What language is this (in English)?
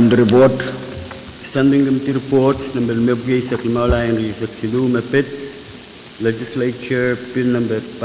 Pohnpeian